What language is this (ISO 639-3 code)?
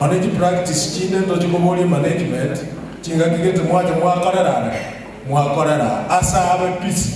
guz